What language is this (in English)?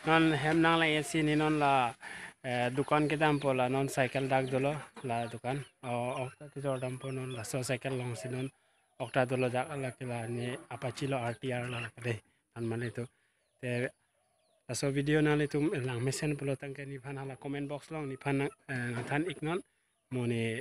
Karbi